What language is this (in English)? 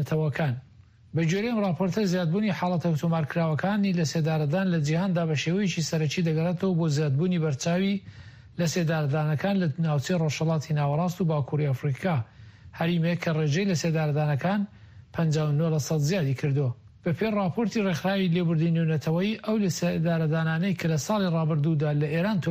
Central Kurdish